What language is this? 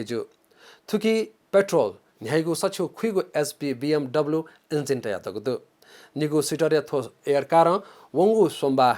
Newari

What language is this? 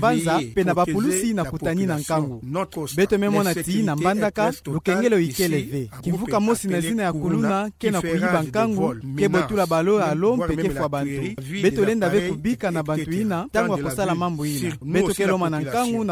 Kituba (Democratic Republic of Congo)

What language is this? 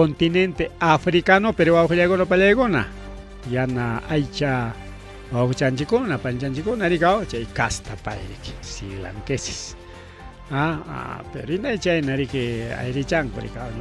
Ayacucho Quechua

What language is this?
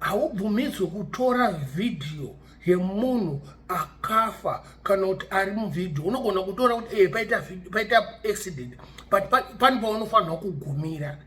Shona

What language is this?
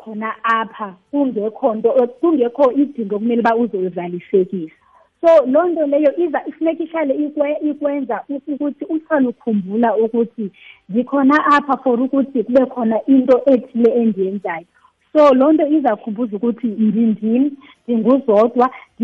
Xhosa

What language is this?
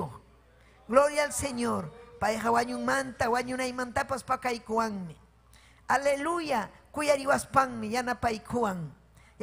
Ayacucho Quechua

